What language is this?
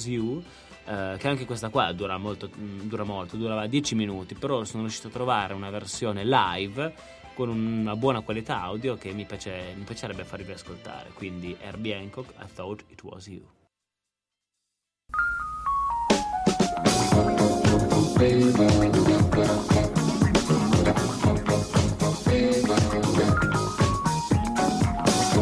Italian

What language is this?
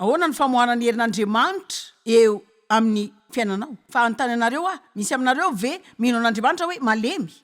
Malagasy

